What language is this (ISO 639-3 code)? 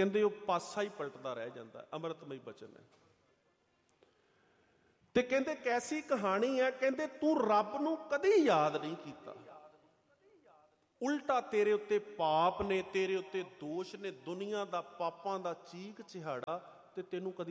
pan